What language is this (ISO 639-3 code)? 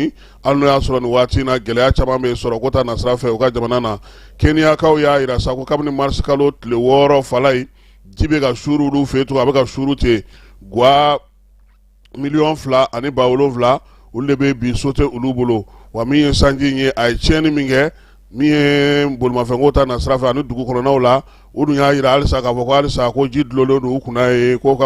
bam